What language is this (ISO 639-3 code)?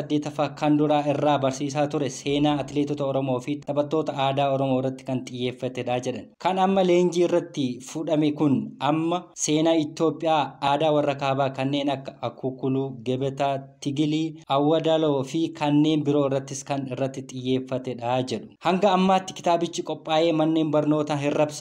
orm